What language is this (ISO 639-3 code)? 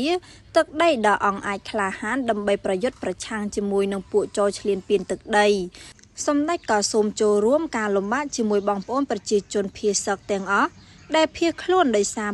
khm